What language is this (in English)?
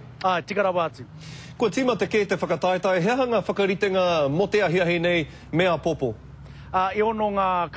Māori